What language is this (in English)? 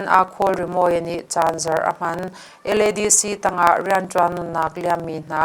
Hakha Chin